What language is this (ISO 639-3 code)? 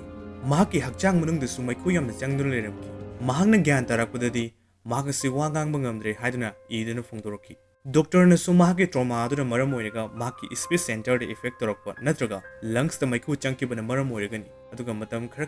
mni